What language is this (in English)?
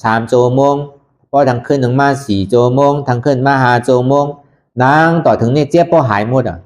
Shan